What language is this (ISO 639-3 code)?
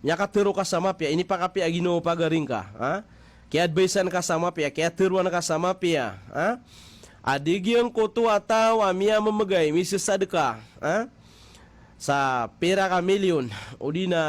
mrw